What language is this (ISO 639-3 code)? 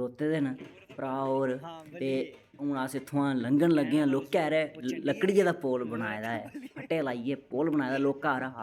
doi